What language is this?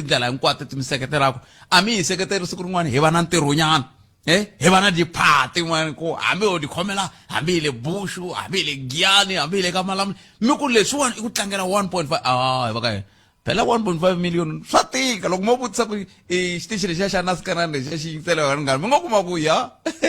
Tsonga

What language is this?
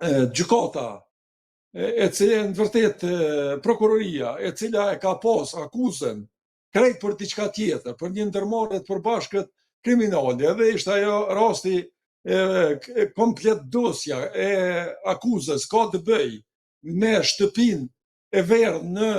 Albanian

